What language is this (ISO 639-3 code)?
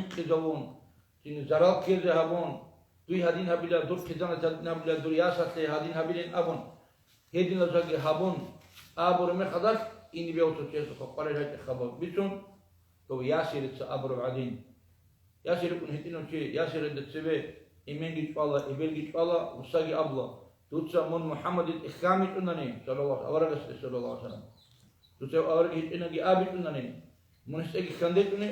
ava